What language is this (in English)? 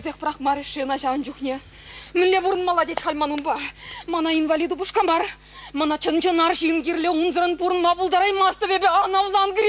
Chuvash